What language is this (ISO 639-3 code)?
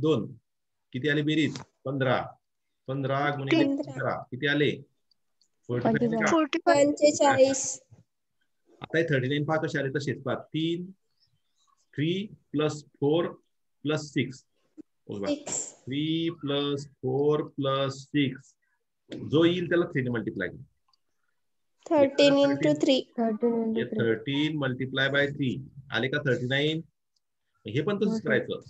mar